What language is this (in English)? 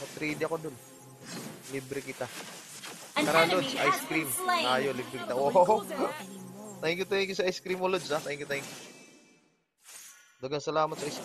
Filipino